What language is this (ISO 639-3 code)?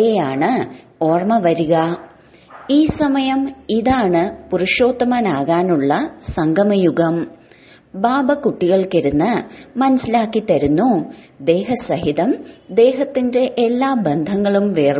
mal